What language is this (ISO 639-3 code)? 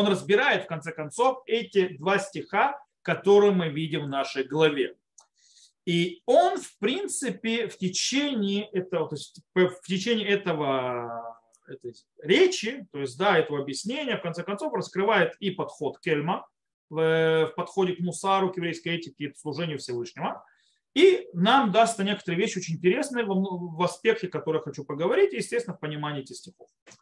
rus